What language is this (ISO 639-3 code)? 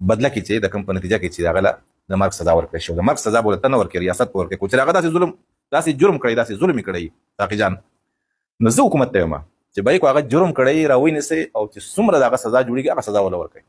pus